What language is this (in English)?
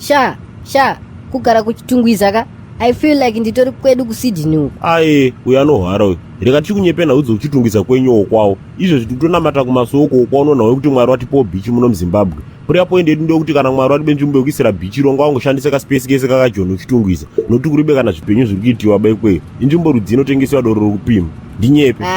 Shona